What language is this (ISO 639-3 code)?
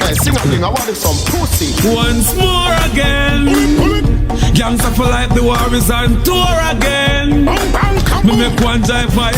jam